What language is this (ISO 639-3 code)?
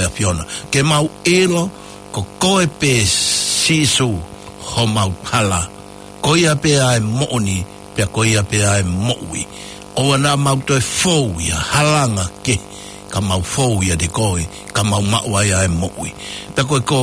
ton